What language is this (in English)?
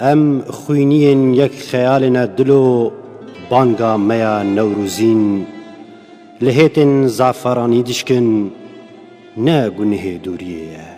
Kurdish